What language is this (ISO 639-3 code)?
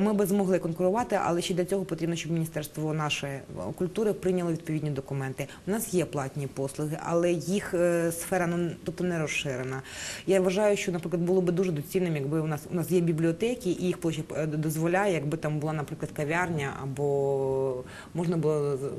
ukr